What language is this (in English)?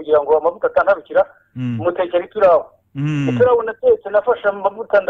Kinyarwanda